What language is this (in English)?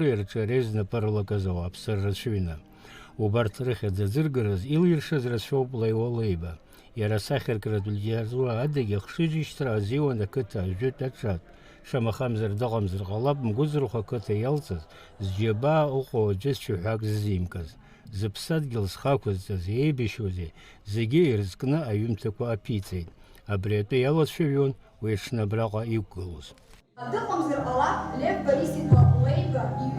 Abkhazian